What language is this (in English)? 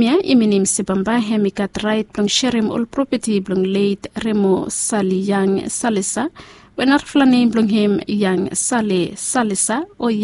Bislama